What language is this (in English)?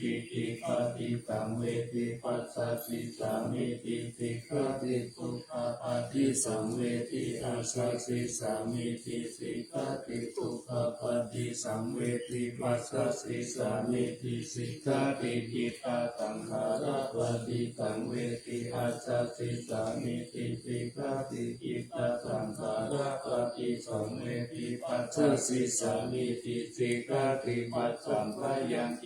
Pali